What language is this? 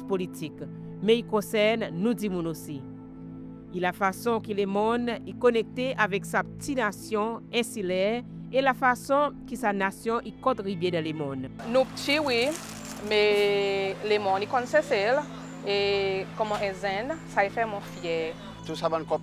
Seselwa Creole French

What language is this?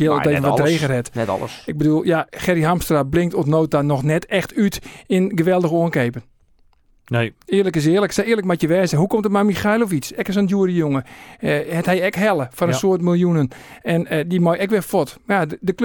Western Frisian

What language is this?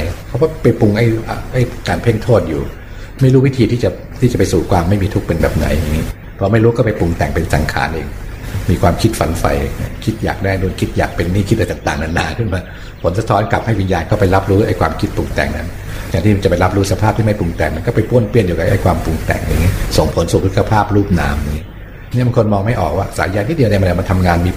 Thai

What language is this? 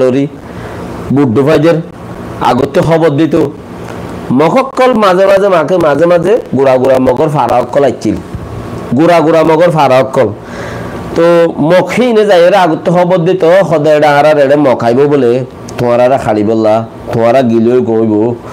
Rohingya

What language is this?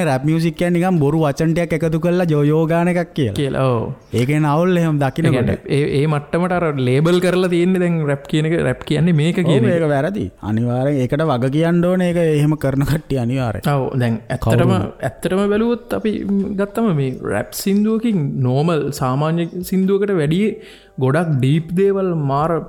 Sinhala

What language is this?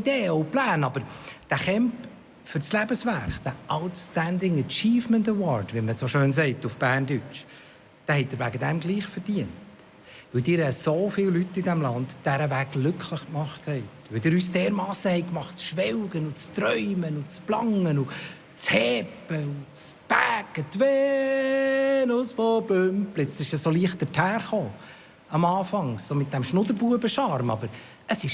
Swiss German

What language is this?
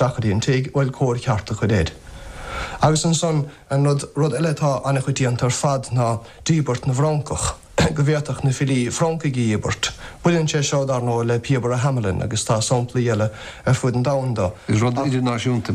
Irish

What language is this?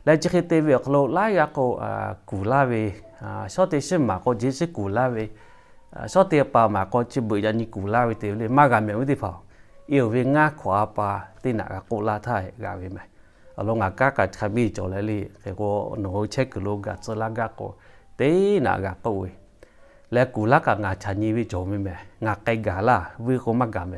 Lahu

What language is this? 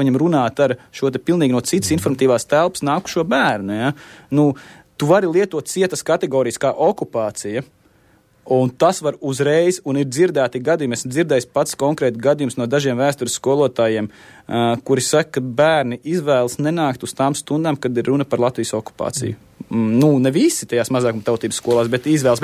Latvian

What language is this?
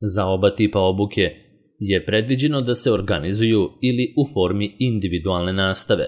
Serbian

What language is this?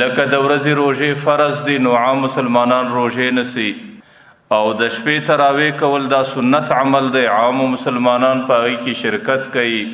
Pashto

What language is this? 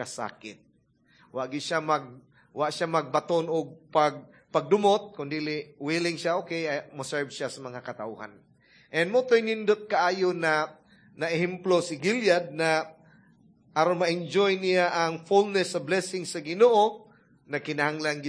Cebuano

